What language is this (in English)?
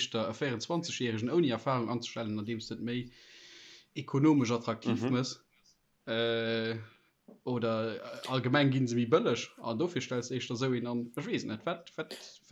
Luxembourgish